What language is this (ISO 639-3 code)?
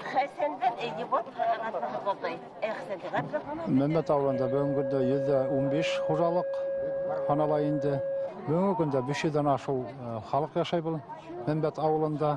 bak